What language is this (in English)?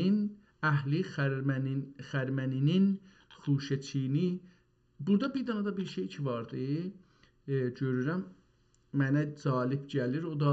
South Azerbaijani